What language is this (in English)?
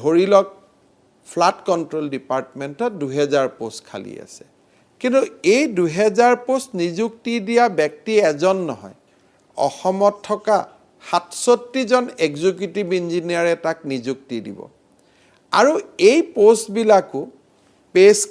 Assamese